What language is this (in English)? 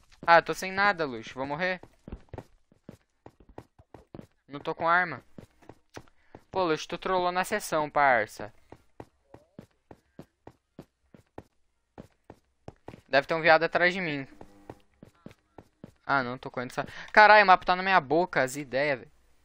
Portuguese